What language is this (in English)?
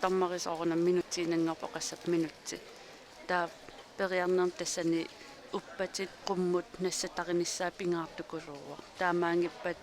Kalaallisut